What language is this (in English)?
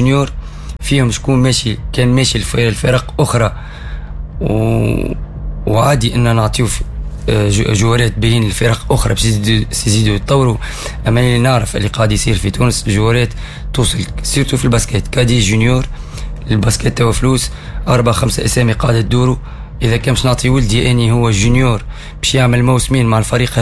Tunisian Arabic